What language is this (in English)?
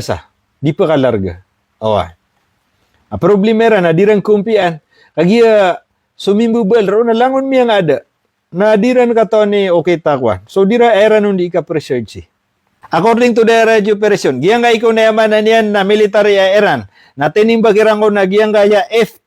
Maranao